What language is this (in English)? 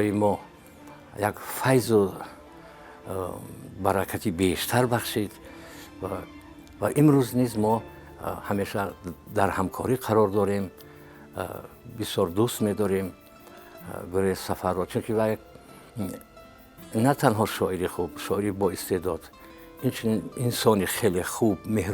Tajik